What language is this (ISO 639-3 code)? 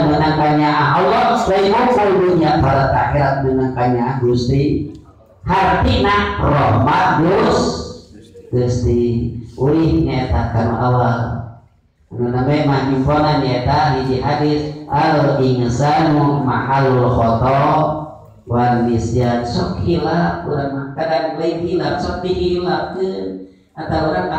sun